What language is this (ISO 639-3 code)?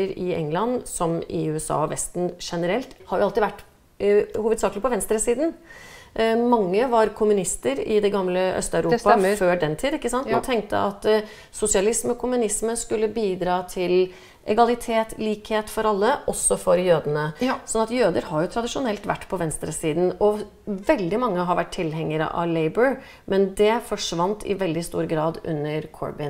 nor